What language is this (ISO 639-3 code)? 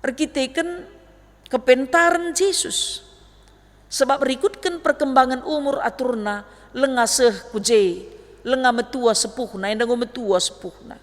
btx